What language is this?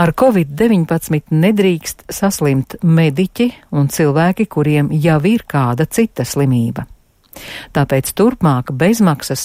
Latvian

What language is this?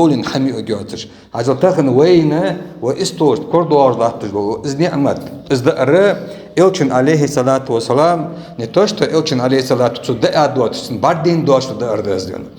Ingush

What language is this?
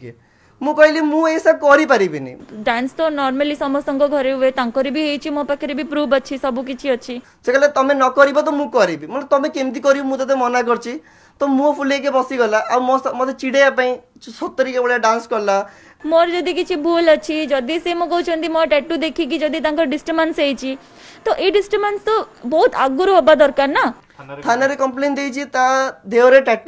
Odia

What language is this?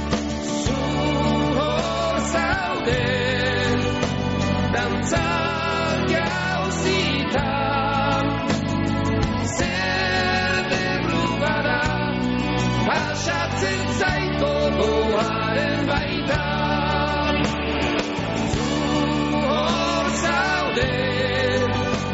Basque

